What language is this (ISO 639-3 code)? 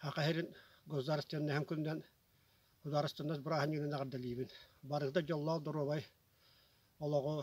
sah